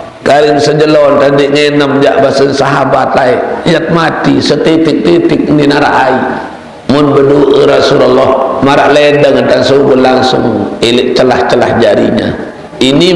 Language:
Sasak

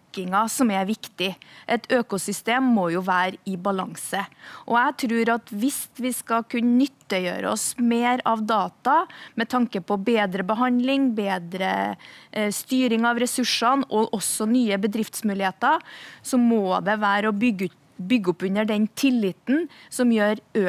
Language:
Norwegian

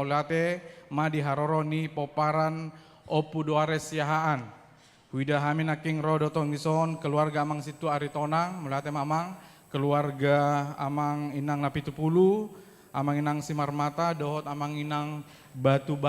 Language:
Batak Toba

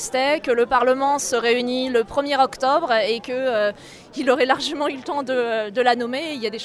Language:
French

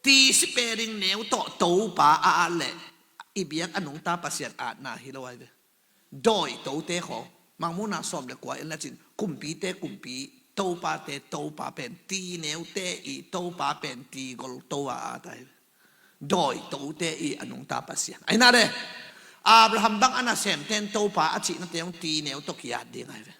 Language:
Tedim Chin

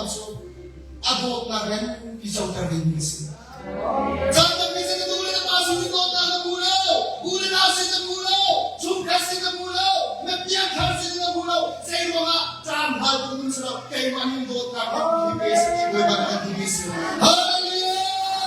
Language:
Hakha Chin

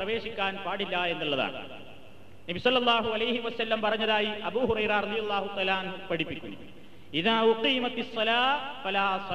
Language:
Malayalam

